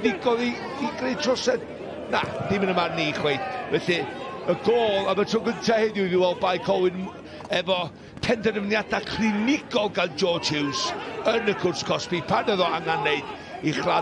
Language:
Welsh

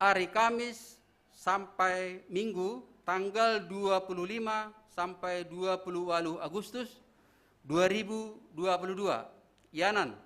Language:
Batak Simalungun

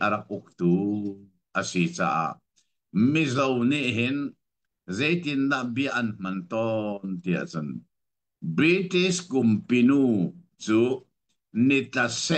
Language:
Hakha Chin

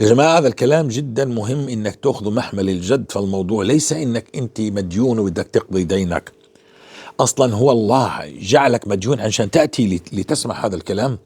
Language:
North Levantine Arabic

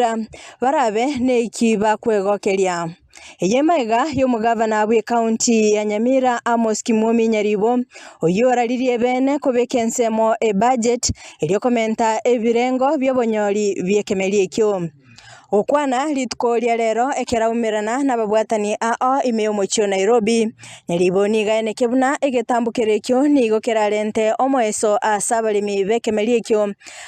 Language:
Gusii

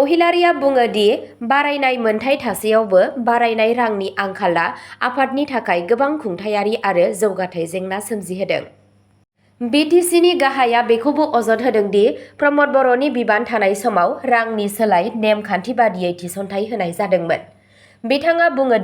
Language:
Bodo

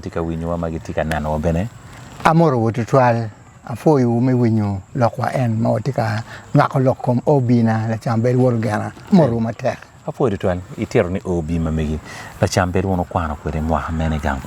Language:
Acoli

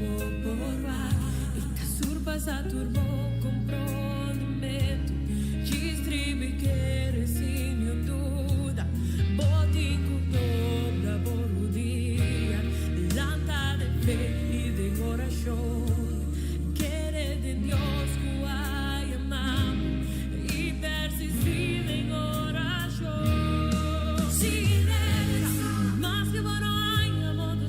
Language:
Papiamento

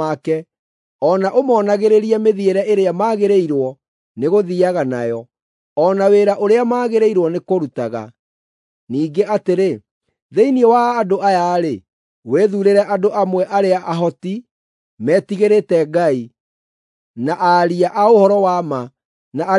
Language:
Kikuyu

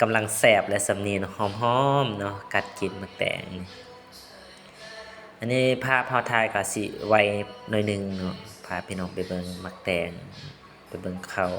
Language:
Lao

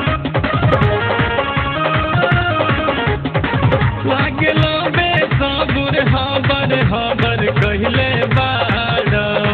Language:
Bhojpuri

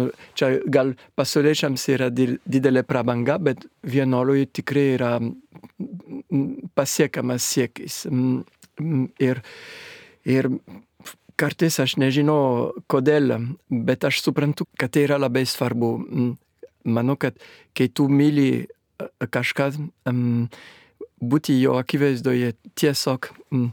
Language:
Lithuanian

